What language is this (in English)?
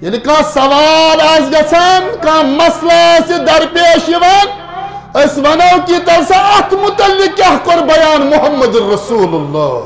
Kashmiri